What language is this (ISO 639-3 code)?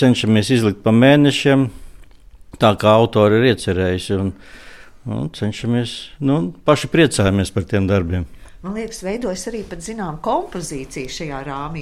lav